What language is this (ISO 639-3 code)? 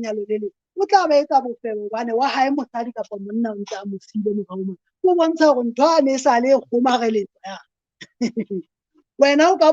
sot